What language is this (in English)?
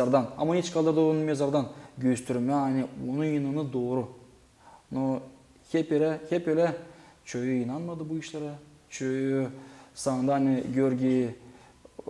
Gagauz